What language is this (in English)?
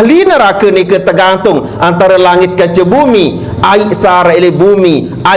Sasak